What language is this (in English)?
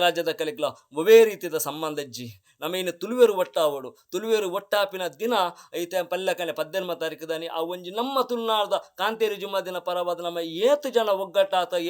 Tulu